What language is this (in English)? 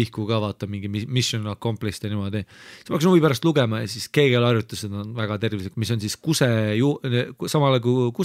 Estonian